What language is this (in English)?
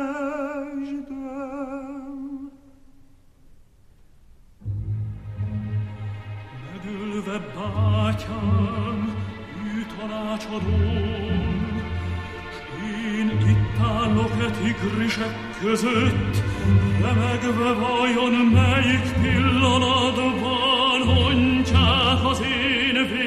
Hungarian